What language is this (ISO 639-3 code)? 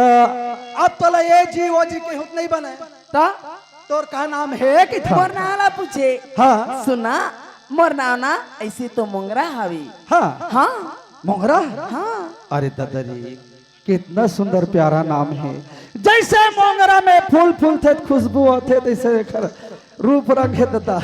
hne